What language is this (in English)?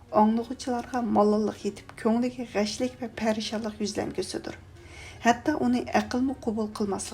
Uyghur